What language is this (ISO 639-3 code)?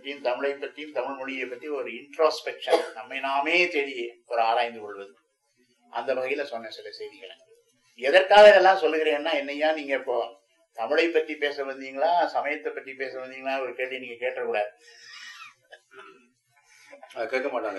tam